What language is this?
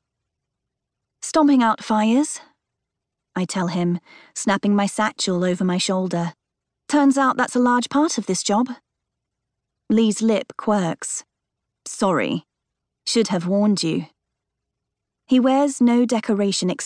English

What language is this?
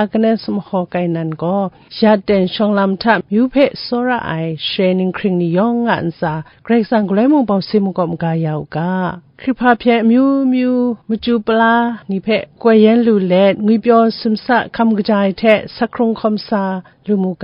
Kachin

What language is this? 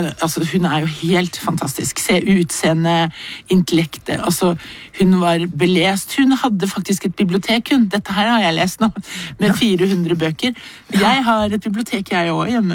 Norwegian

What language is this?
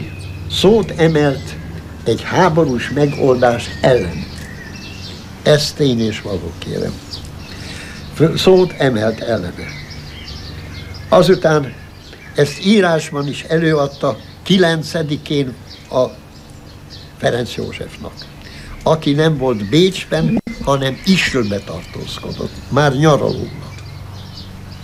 Hungarian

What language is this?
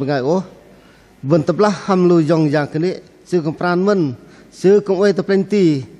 Bahnar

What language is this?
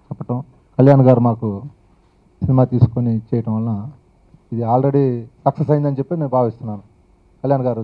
Telugu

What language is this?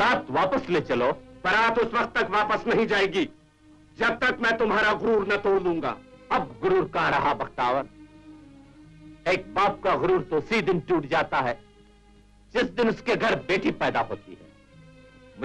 Hindi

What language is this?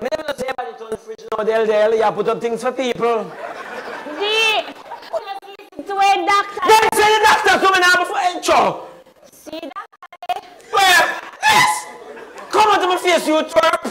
Jamaican Creole English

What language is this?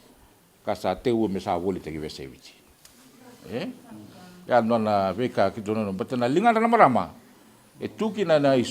Fijian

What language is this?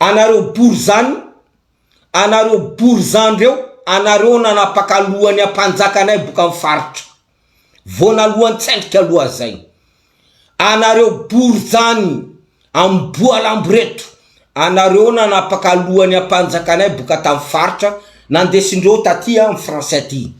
Malagasy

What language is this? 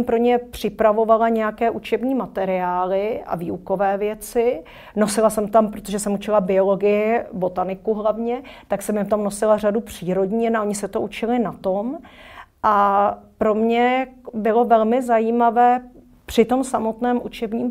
Czech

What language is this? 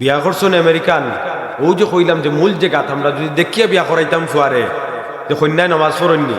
Sylheti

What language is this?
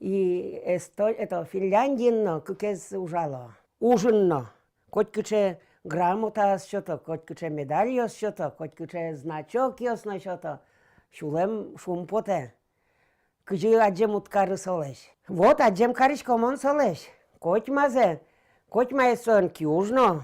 Udmurt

